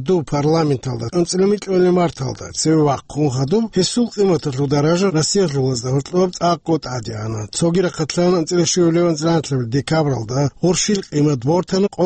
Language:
Avaric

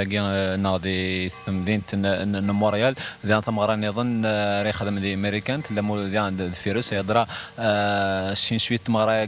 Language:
Kabyle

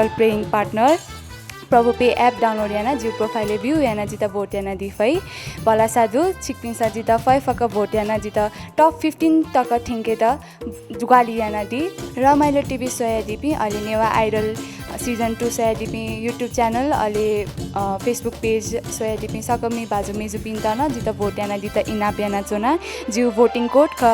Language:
Newari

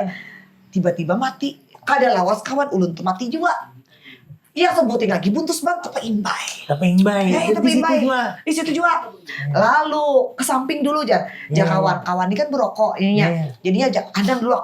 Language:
Banjar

